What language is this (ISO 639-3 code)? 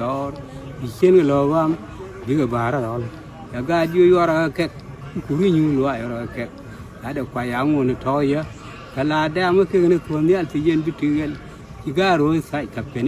nus